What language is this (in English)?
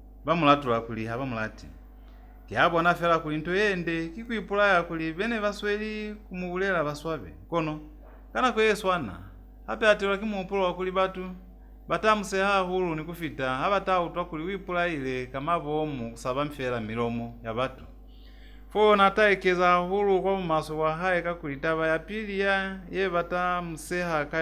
Lozi